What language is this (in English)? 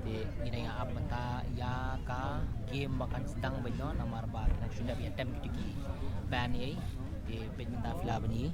Khasi